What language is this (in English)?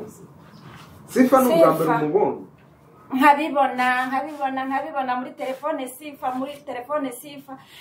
Kinyarwanda